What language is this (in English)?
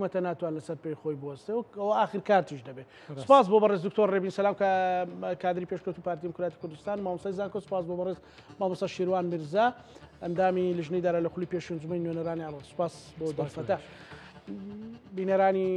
Central Kurdish